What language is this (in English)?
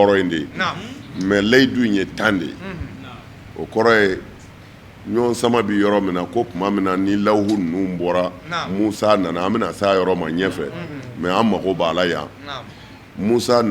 Bambara